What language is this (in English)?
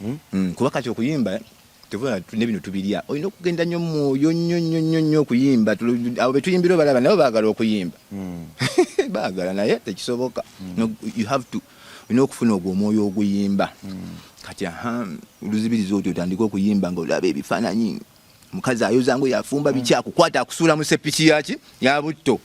Ganda